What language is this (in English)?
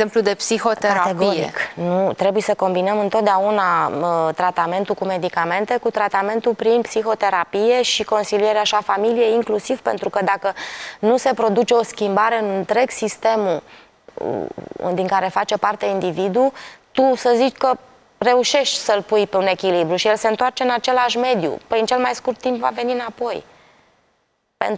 Romanian